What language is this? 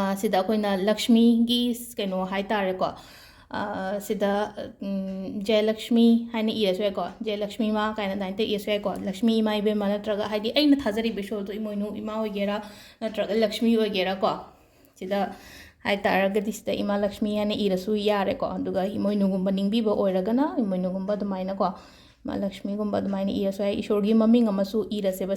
Manipuri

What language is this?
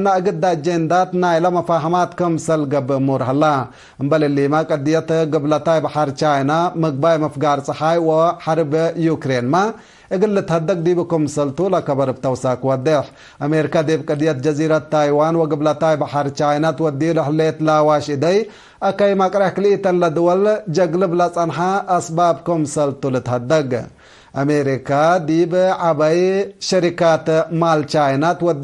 Tigre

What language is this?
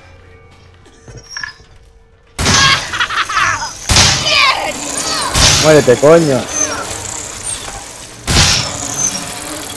Spanish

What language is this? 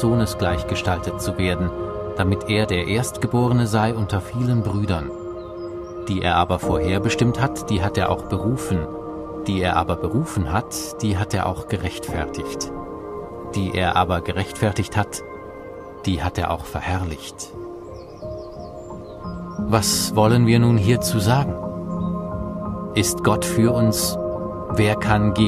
German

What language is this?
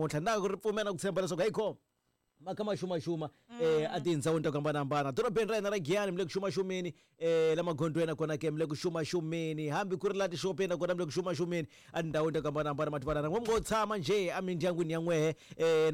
Tsonga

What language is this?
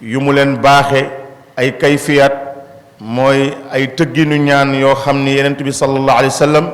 Wolof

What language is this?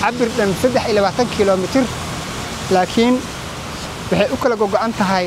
Somali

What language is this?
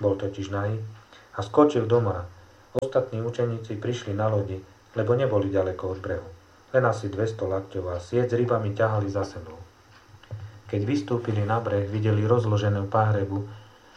Slovak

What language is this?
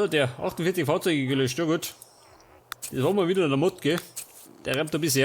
Bavarian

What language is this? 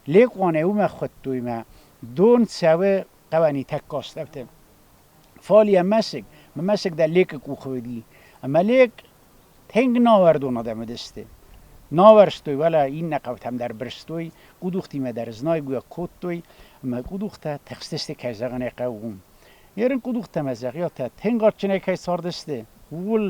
Ossetic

